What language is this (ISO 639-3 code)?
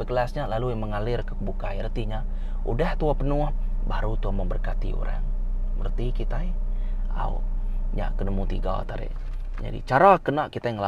iba